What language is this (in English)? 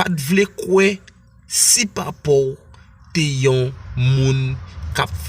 Haitian Creole